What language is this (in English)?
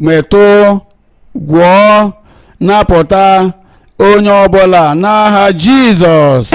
Igbo